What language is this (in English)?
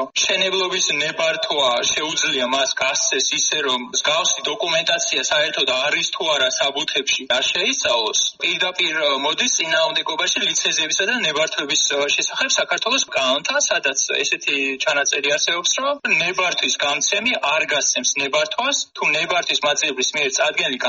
Georgian